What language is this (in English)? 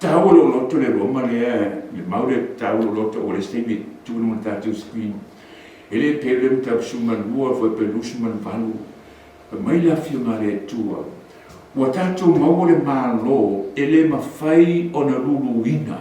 Samoan